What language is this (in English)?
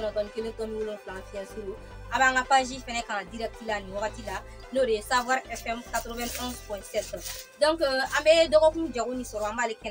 Bambara